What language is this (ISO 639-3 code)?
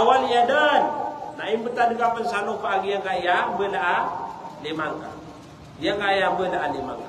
mrw